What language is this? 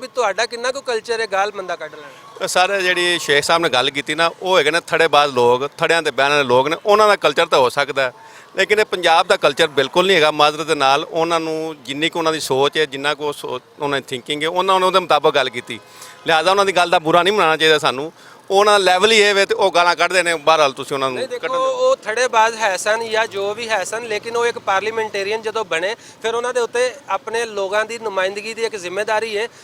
Western Panjabi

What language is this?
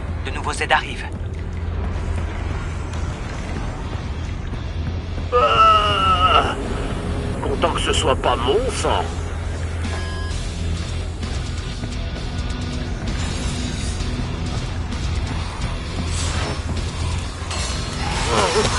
French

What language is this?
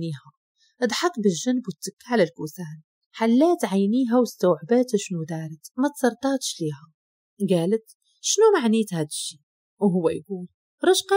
Moroccan Arabic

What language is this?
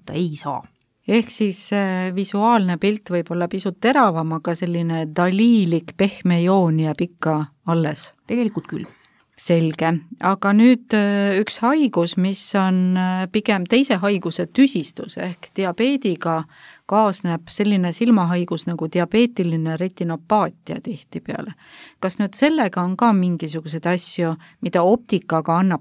Estonian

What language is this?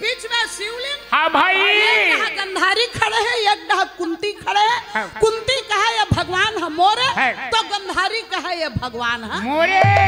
Chhattisgarhi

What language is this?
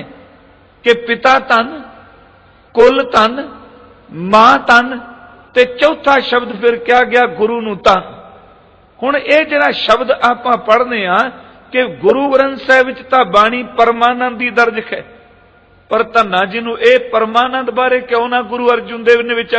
Punjabi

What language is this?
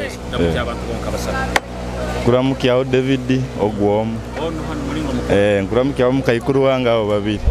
Nyoro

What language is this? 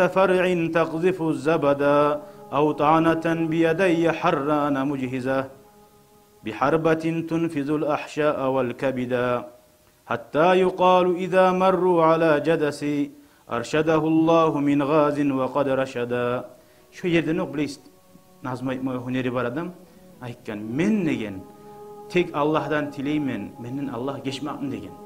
Kumyk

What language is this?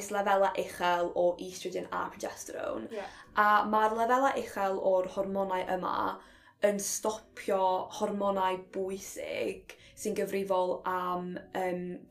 Welsh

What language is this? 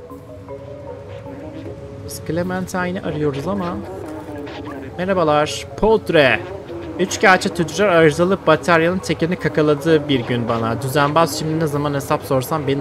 Turkish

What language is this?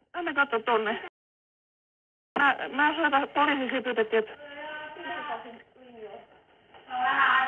Finnish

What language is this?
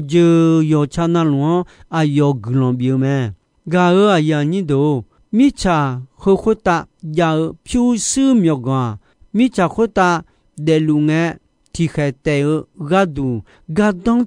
Akha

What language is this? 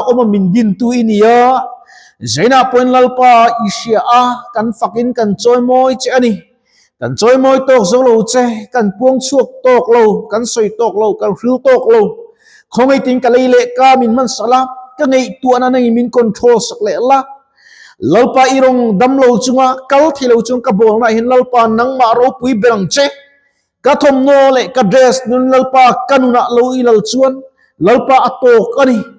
Mizo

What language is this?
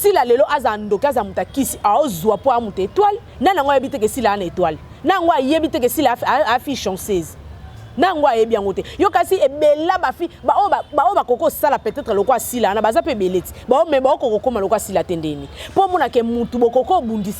Lingala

